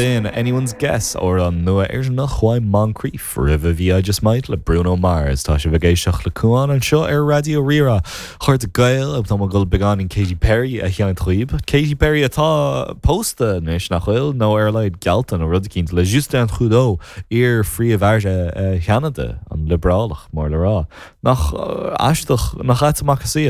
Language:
Irish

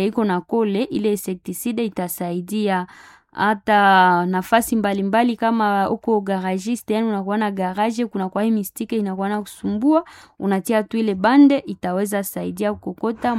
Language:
Swahili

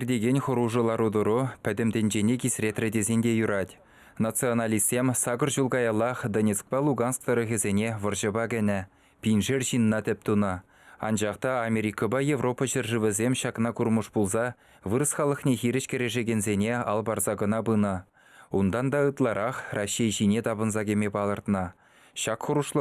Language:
Chuvash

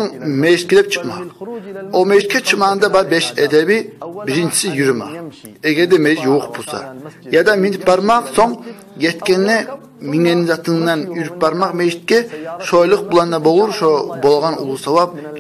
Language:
Kumyk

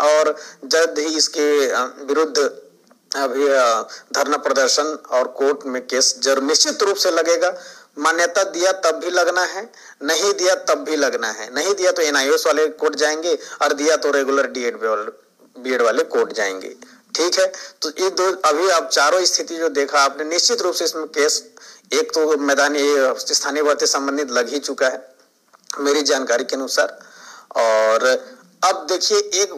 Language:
Hindi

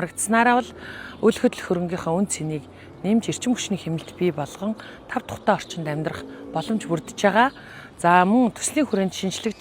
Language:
Mongolian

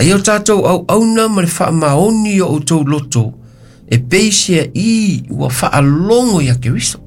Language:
Samoan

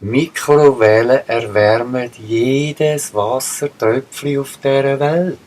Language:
Swiss German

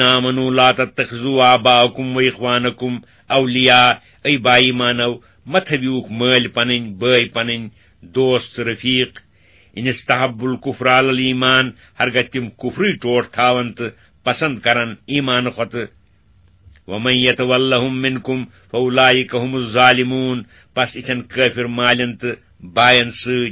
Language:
Kashmiri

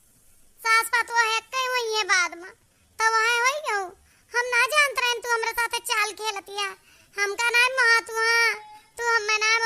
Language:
Awadhi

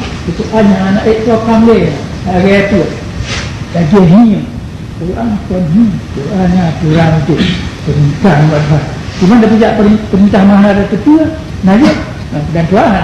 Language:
Achinese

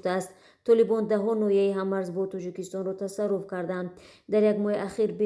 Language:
Tajik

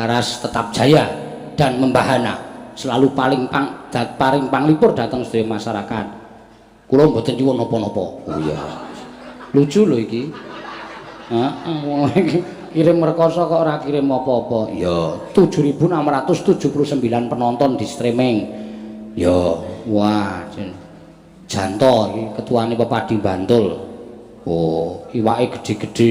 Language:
Javanese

